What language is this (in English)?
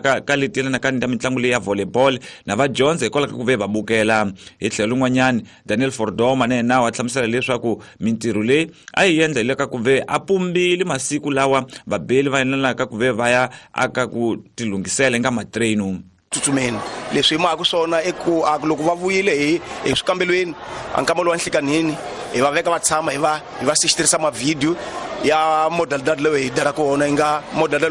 Tsonga